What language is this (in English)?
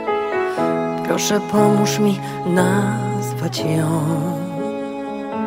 Polish